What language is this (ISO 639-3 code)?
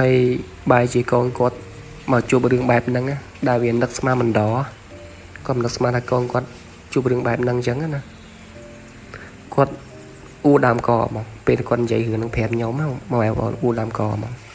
khm